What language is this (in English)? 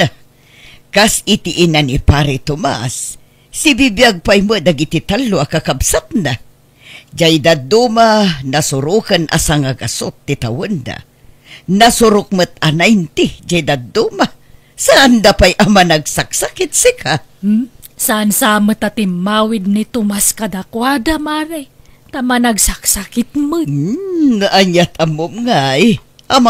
Iloko